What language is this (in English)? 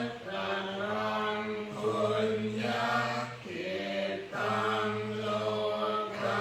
Pali